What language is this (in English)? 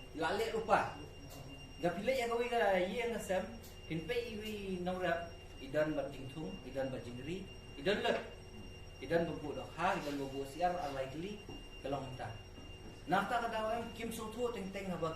Khasi